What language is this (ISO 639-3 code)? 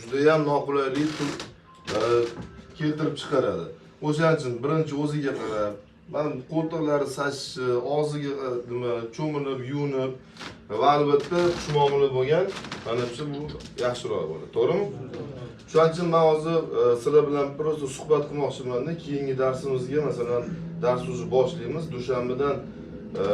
uzb